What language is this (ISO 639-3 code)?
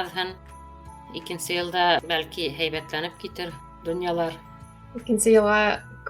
bak